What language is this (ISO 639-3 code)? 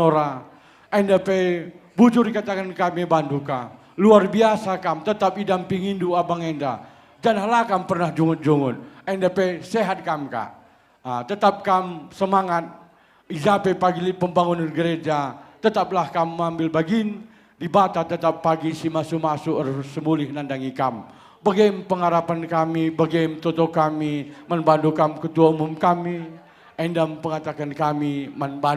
btx